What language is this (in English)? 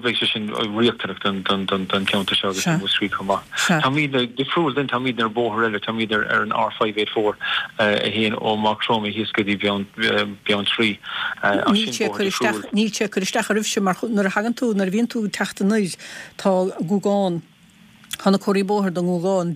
Irish